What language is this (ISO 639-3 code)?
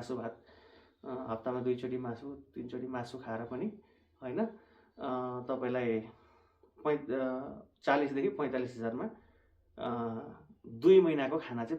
nep